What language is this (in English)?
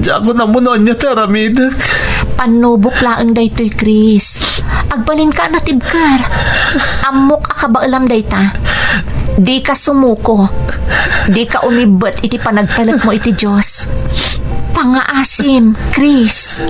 Iloko